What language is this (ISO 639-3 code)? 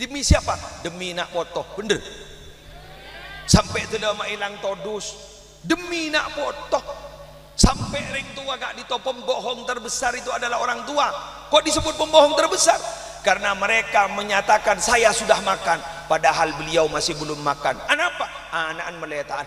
mad